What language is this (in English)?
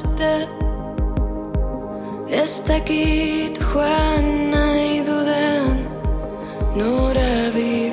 Basque